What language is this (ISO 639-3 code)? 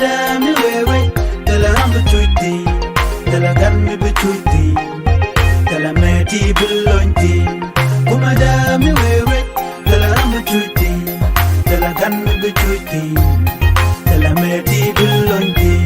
nus